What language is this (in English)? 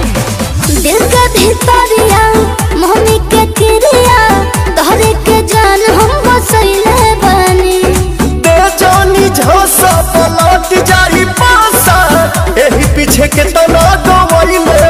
Bhojpuri